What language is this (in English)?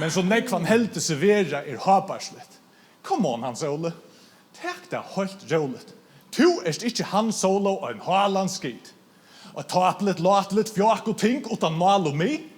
Faroese